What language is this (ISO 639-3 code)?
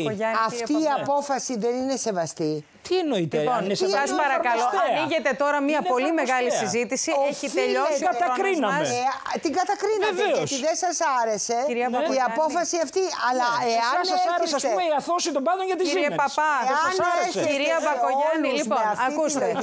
ell